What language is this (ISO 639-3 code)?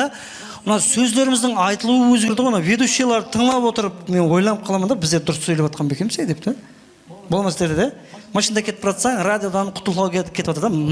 kaa